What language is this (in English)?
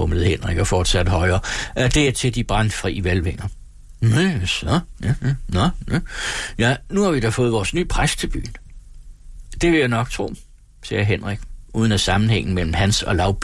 Danish